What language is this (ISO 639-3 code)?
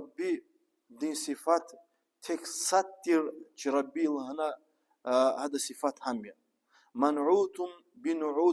lez